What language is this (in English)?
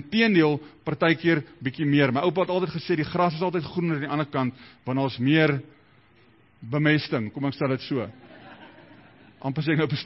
Afrikaans